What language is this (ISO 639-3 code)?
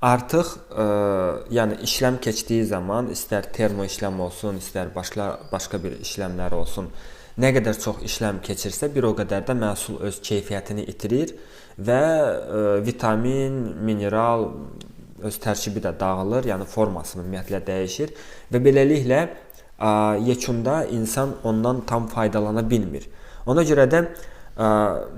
aze